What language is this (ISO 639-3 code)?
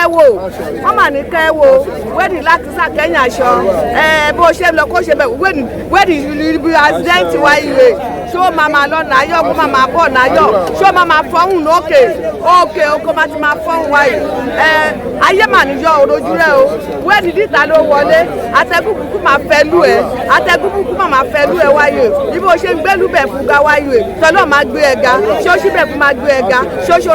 yor